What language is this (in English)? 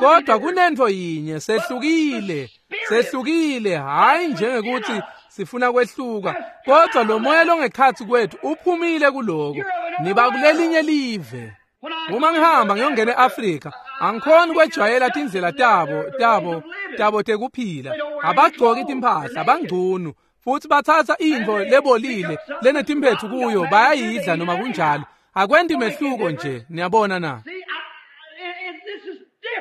Swati